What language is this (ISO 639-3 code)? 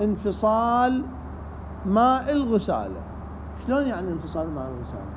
acm